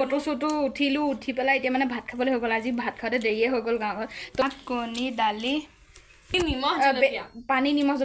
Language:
Assamese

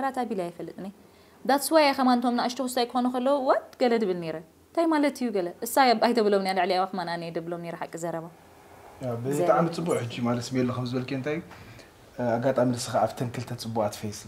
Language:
Tigrinya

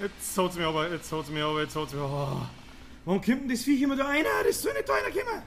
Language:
Bavarian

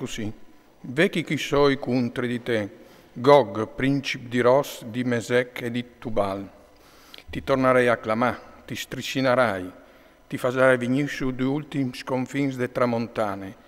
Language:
Friulian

